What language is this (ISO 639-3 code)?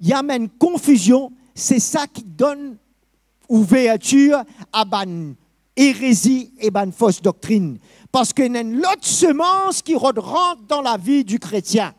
mfe